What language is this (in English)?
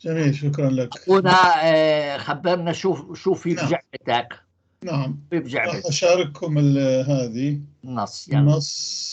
North Levantine Arabic